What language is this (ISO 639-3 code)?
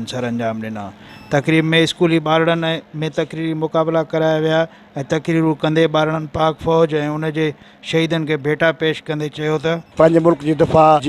snd